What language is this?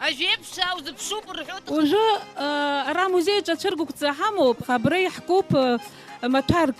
Abkhazian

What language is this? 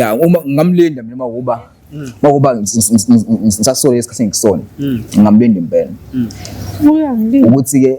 Zulu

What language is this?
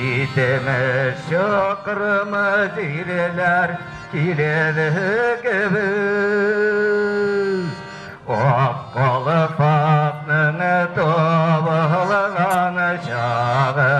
Bashkir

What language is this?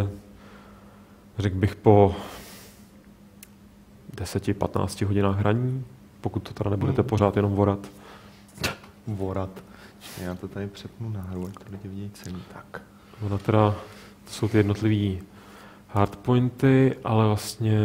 Czech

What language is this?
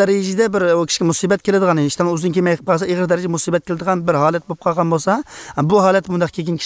Uyghur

